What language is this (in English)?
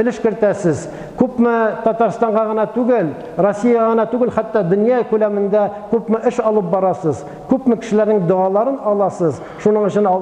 Tatar